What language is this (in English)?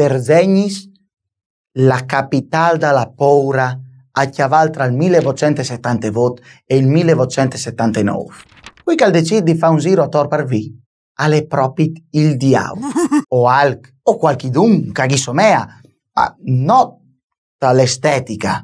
Friulian